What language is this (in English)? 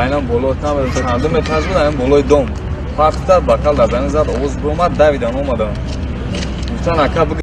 Tajik